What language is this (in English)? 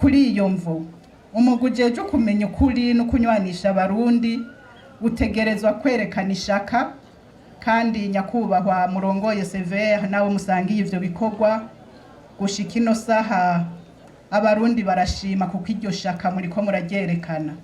Rundi